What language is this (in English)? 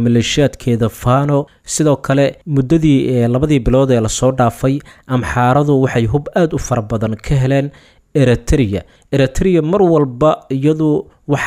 Somali